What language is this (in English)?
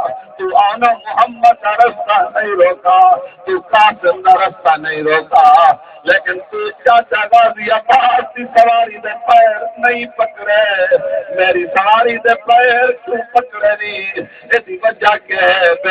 Saraiki